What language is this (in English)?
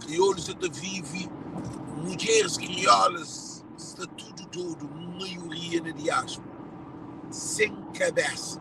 Kabuverdianu